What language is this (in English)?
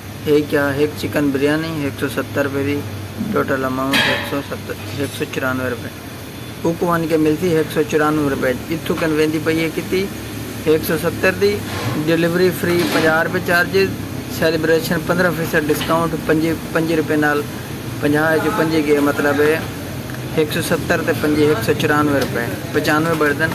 Saraiki